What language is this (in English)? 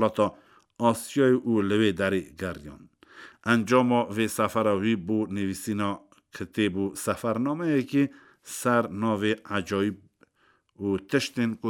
Kurdish